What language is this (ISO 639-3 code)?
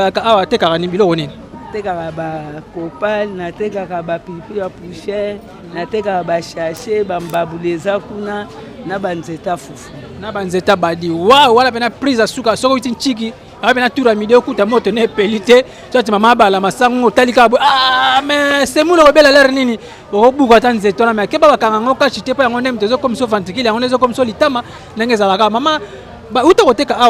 lin